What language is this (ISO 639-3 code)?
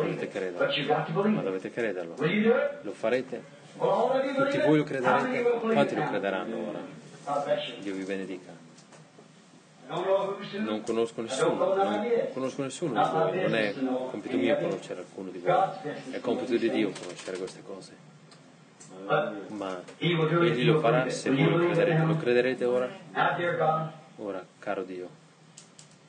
ita